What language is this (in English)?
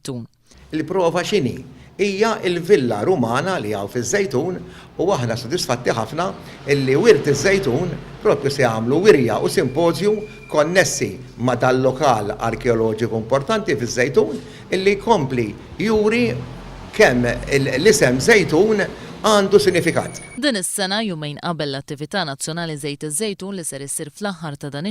Maltese